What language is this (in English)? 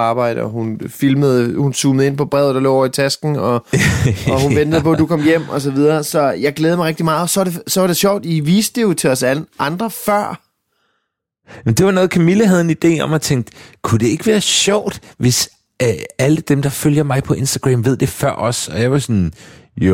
Danish